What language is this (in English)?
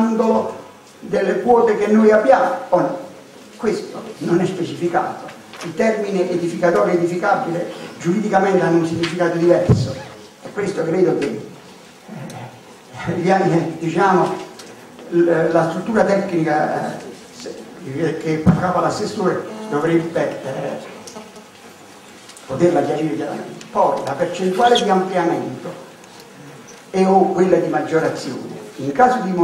Italian